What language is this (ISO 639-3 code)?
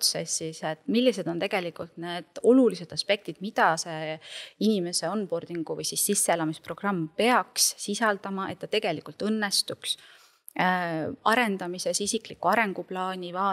est